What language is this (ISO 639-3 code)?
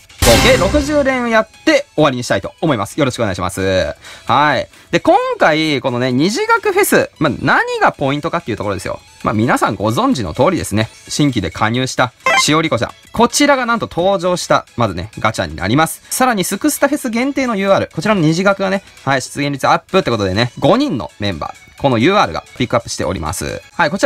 jpn